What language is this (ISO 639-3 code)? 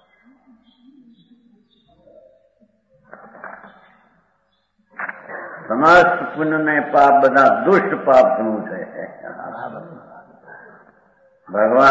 guj